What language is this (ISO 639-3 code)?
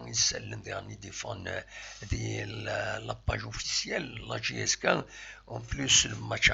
kab